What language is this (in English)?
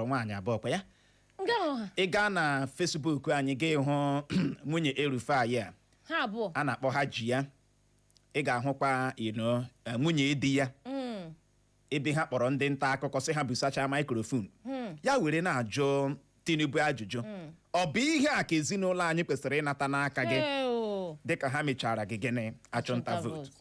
Igbo